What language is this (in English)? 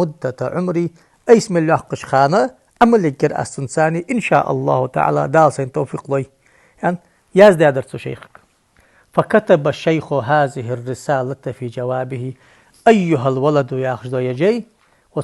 Ingush